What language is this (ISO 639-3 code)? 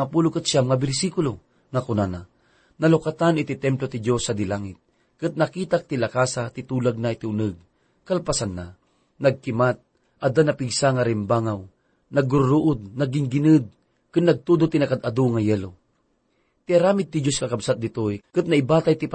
ilo